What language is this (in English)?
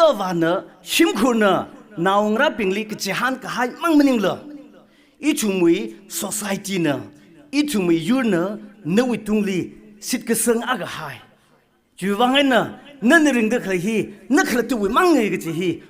Tangkhul Naga (India)